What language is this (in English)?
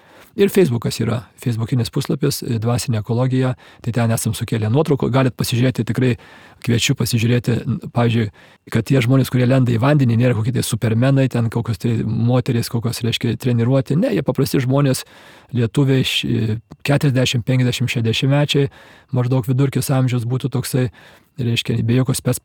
Lithuanian